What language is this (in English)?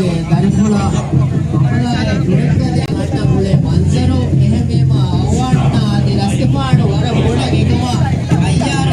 Divehi